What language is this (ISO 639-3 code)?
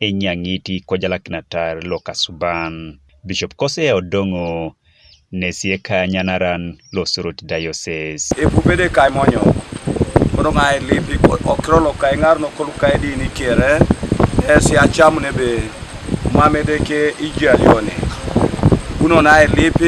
teo